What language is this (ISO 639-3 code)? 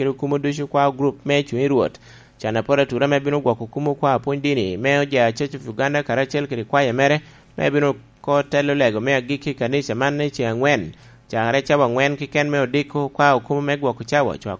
laj